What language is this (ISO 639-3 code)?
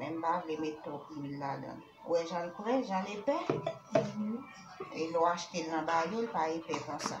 hat